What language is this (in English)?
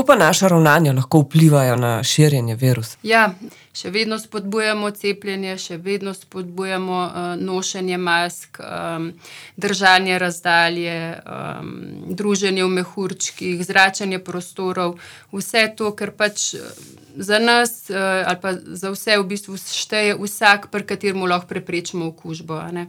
Slovenian